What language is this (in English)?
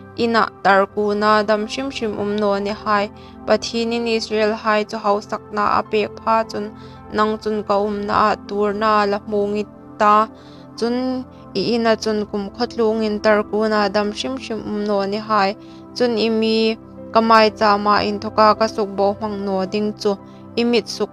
Hmar